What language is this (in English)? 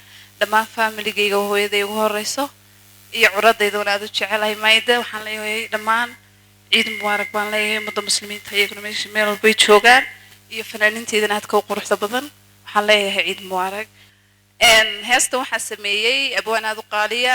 Somali